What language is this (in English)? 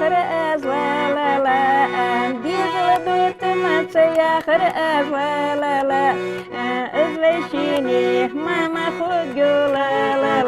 Ingush